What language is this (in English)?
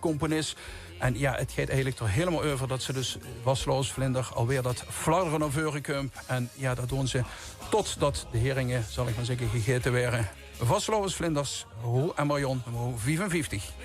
Limburgish